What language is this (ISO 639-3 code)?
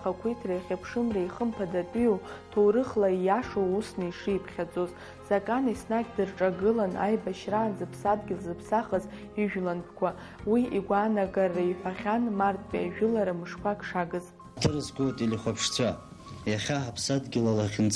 abk